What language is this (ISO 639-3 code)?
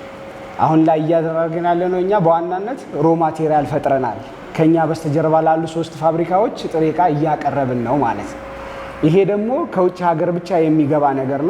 amh